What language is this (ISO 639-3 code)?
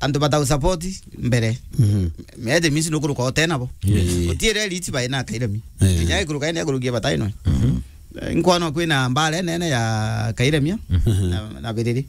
mer